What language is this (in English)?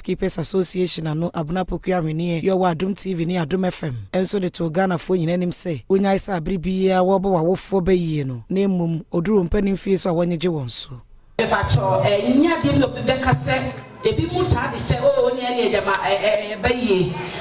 Akan